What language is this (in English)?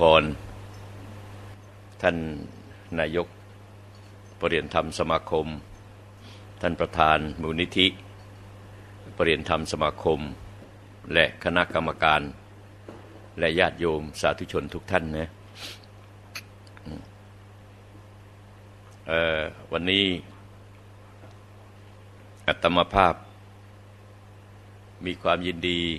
Thai